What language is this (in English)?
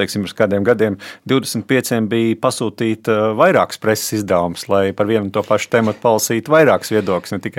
Latvian